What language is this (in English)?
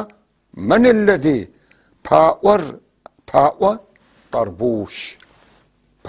North Levantine Arabic